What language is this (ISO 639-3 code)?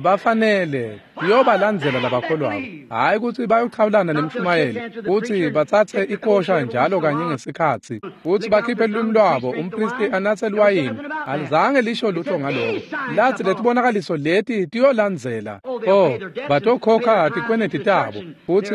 ssw